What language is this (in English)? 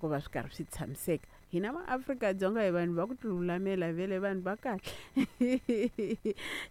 Tsonga